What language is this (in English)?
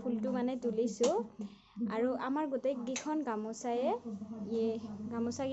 Assamese